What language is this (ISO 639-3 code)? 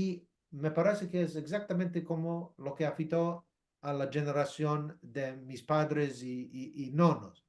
lad